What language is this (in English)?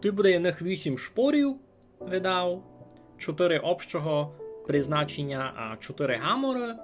Rusyn